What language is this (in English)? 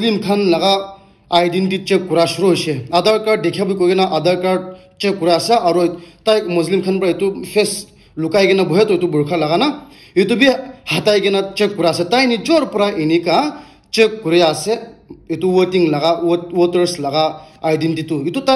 Naga Pidgin